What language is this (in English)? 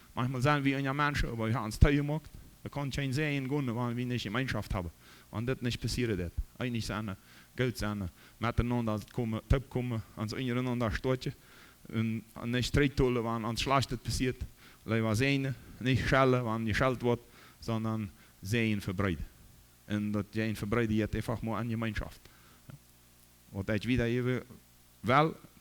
Plautdietsch